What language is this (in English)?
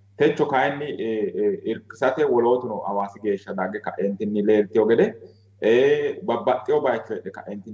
Sidamo